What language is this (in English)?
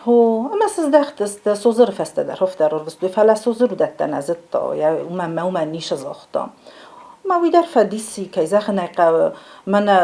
Ossetic